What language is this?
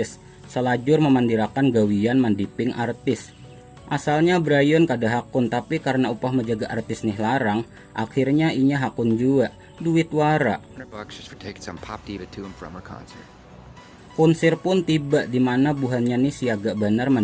Banjar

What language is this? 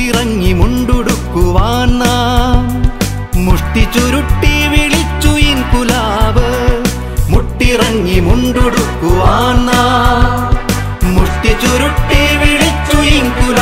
Malayalam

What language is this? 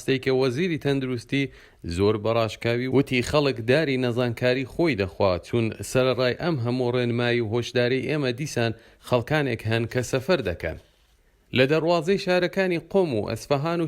Central Kurdish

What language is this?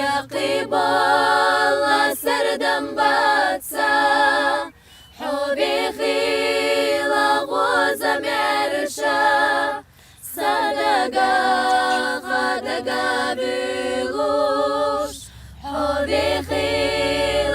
Chechen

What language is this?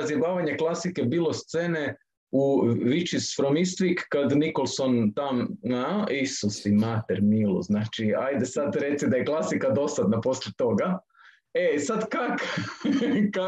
Croatian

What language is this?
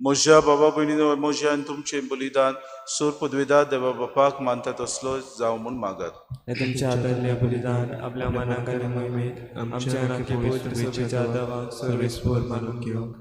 Konkani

